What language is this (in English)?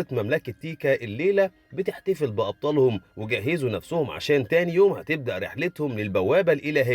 Egyptian Arabic